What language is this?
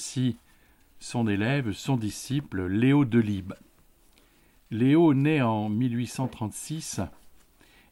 French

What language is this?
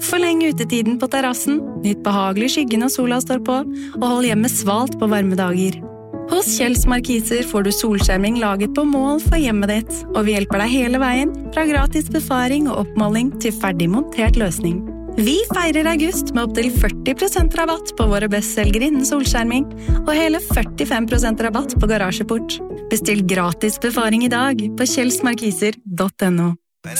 Norwegian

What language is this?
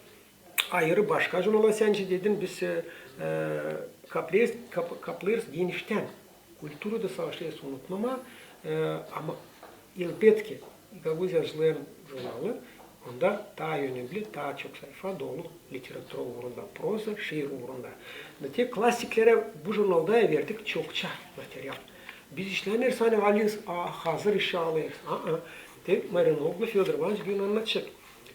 Gagauz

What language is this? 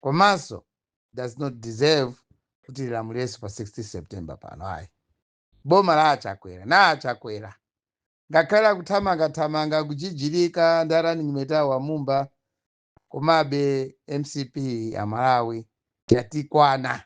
Nyanja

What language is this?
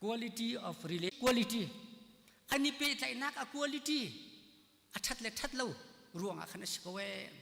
Hakha Chin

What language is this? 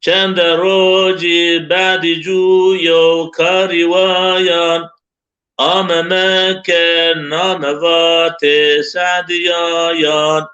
Zaza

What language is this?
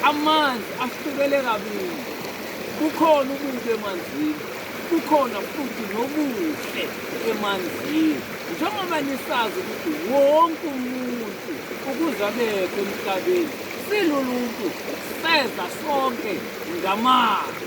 Zulu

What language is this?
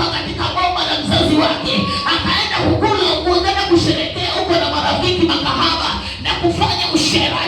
Swahili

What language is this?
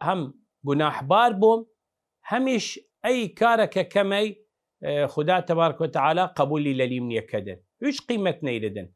Southern Kurdish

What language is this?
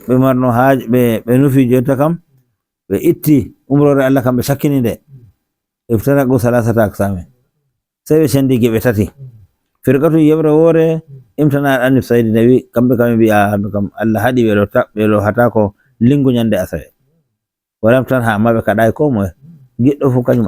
Nigerian Fulfulde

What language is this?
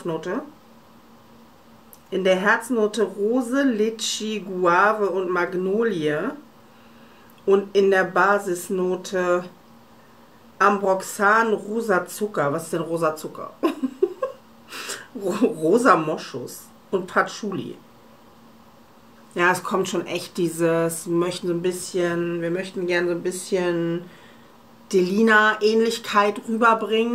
German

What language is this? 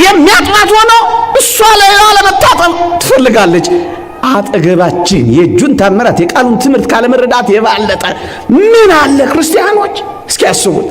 Amharic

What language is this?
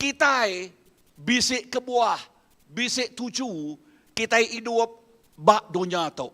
Iban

